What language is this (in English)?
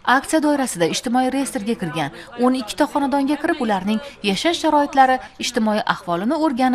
Uzbek